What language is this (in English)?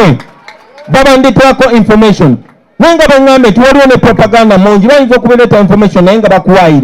Ganda